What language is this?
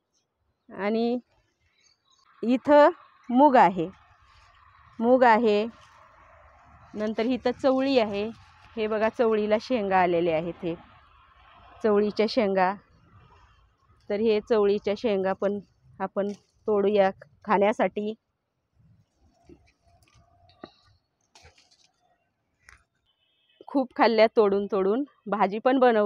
Marathi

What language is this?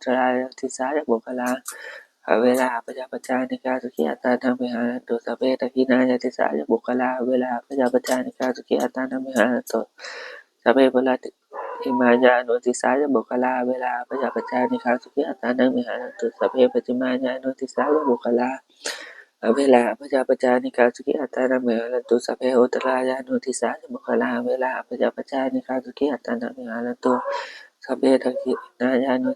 Pali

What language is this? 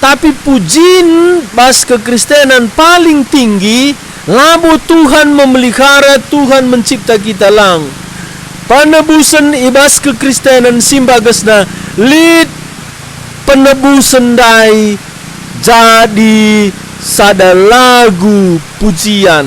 Batak Karo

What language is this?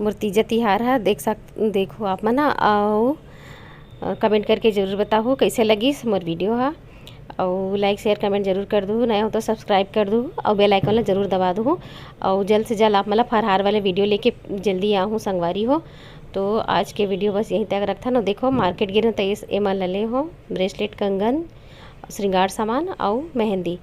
Chhattisgarhi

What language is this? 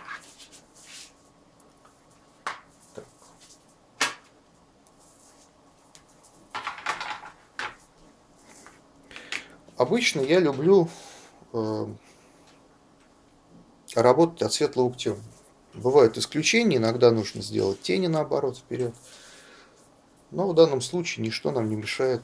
Russian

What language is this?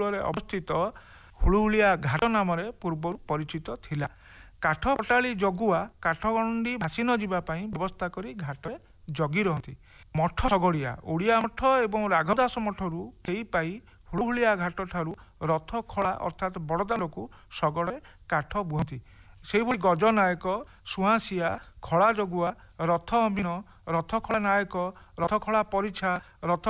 Odia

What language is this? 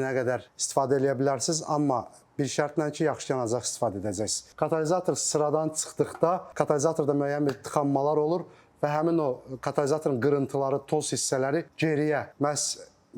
Azerbaijani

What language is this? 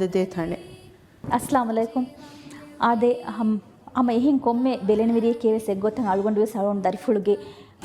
Divehi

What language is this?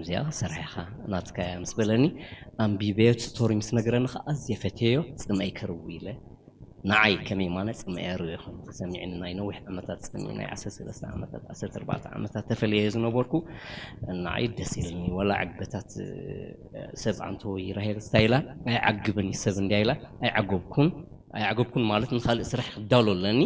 Tigrinya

